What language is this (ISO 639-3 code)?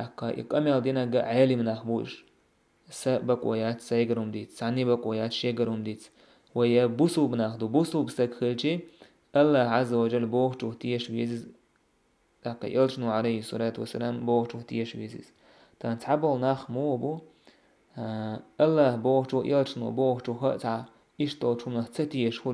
che